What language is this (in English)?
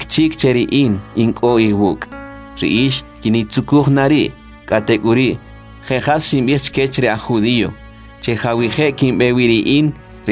Kʼicheʼ